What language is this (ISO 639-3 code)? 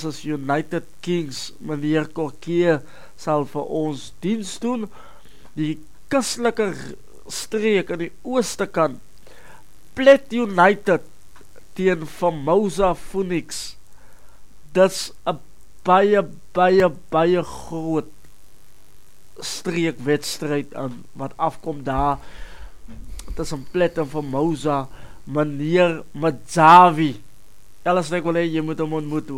afr